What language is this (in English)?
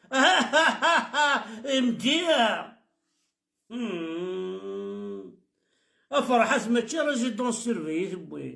Kabyle